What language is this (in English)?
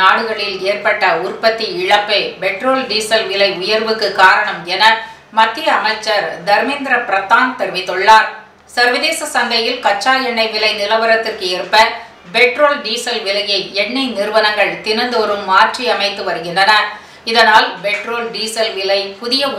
Tamil